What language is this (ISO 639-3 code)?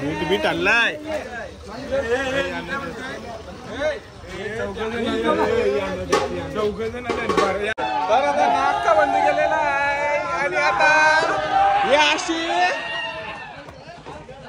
mar